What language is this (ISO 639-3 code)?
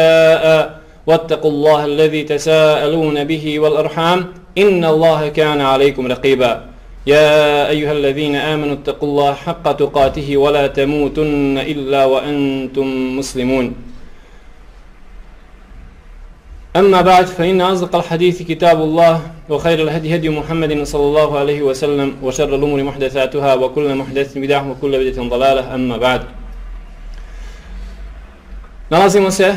bos